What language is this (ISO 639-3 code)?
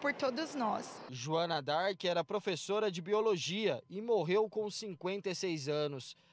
por